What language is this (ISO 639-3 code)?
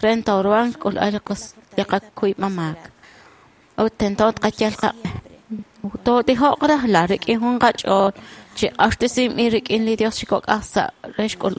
kek